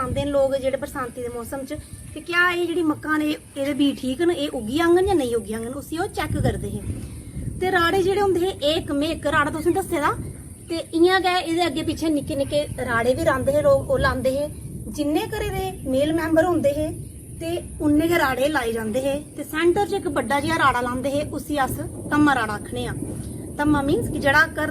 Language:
Dogri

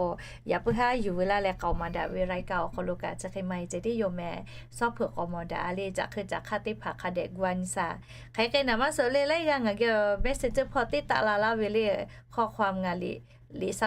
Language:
Lahu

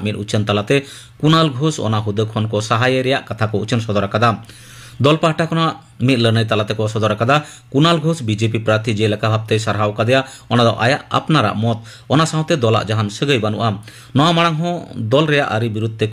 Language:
Santali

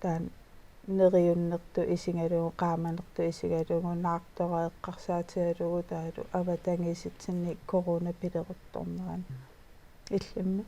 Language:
Kalaallisut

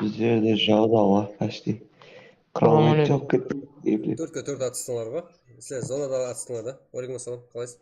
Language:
Kara-Kalpak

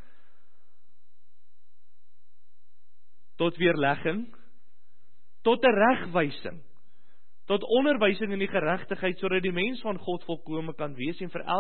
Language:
Afrikaans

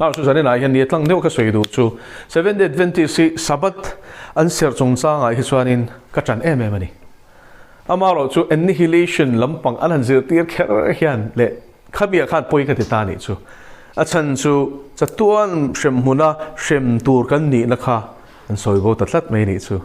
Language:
Mizo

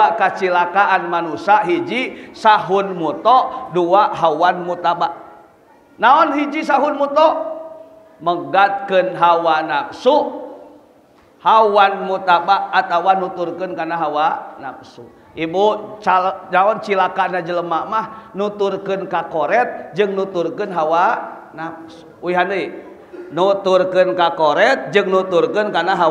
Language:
Sundanese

